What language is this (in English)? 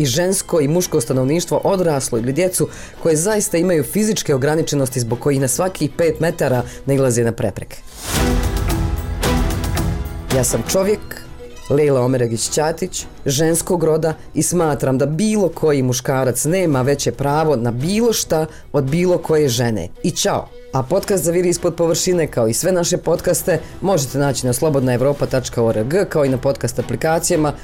Bosnian